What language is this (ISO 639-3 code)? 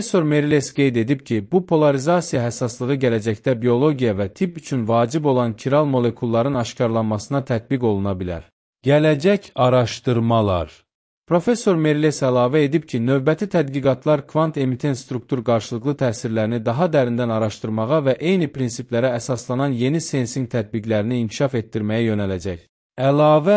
aze